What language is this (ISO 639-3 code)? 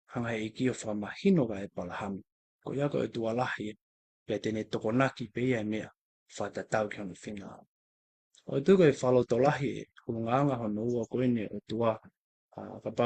ton